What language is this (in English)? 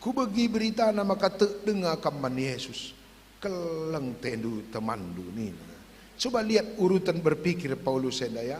Batak Karo